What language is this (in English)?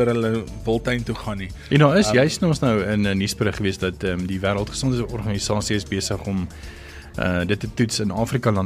Afrikaans